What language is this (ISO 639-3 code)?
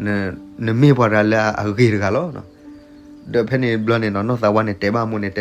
ksw